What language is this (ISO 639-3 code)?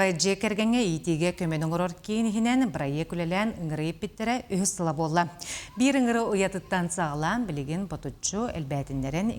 sah